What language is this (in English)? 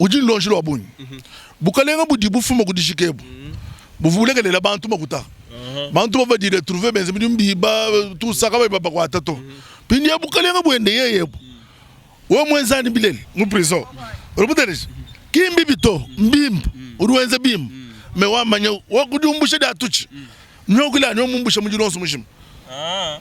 Luba-Lulua